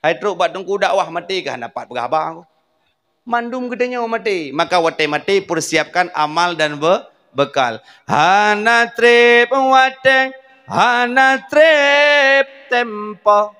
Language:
Achinese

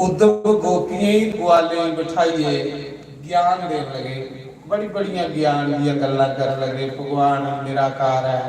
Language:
Dogri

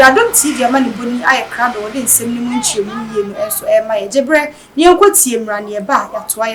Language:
Akan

